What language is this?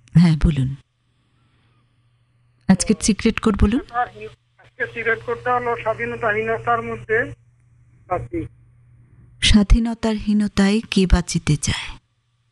Bangla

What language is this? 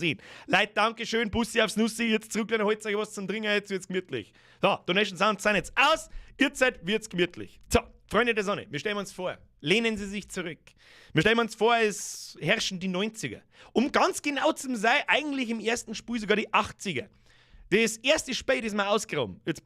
Bavarian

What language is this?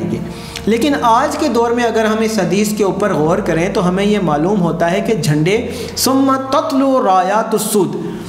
Urdu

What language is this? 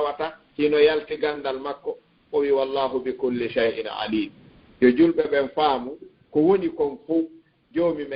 Fula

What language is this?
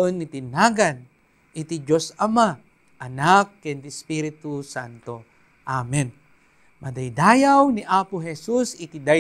Iloko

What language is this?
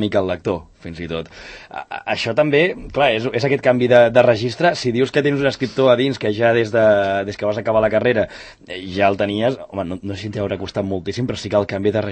Catalan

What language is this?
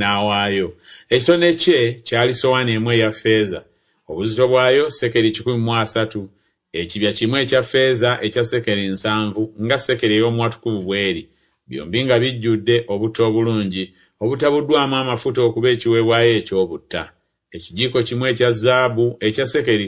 Ganda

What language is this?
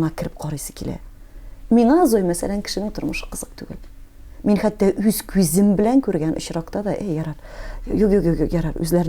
Tatar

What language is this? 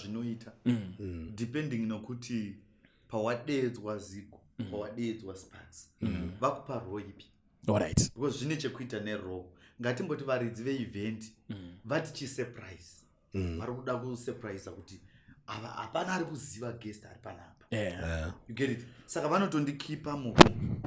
Shona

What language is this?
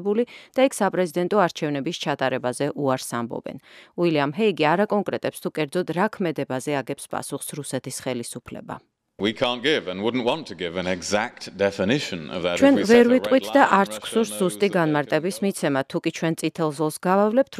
Georgian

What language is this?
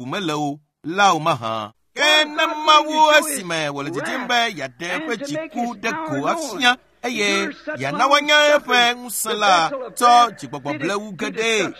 Ewe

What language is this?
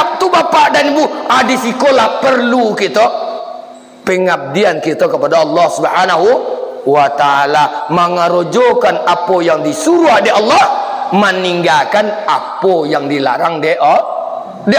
Minangkabau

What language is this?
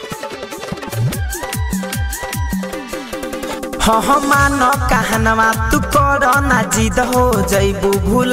Bhojpuri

